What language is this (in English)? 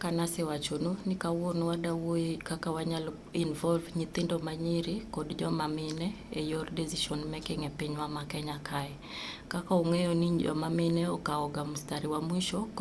Luo (Kenya and Tanzania)